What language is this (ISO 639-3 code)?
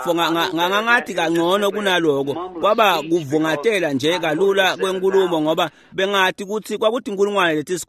ssw